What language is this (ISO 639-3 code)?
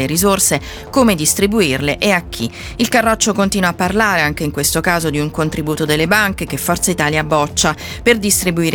ita